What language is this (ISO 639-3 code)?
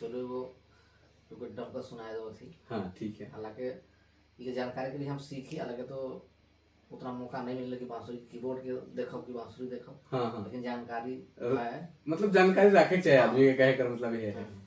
sck